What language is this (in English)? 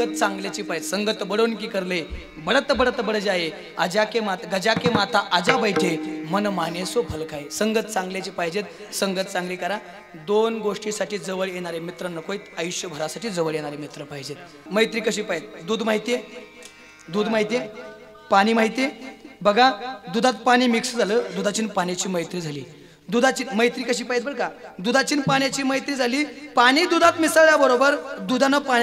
Marathi